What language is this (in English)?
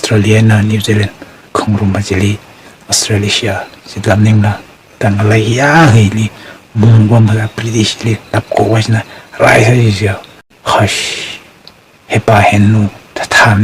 Tangkhul Naga (India)